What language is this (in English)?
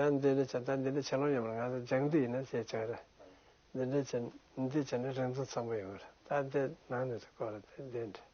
Tibetan